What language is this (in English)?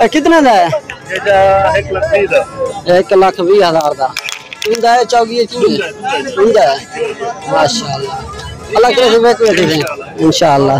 Saraiki